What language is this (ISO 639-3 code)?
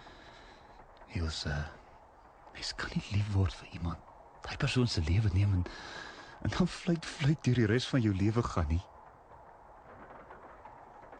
afr